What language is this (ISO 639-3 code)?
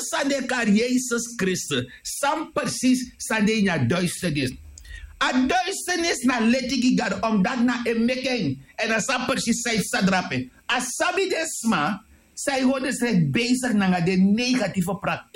srn